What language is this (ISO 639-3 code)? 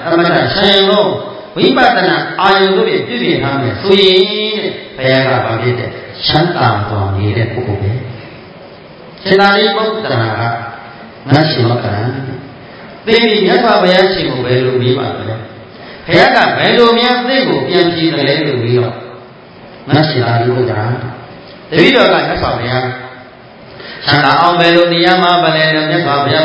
mya